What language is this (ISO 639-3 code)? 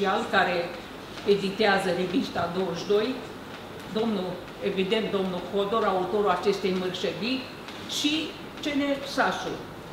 ron